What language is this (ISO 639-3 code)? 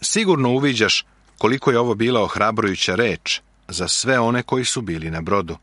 srp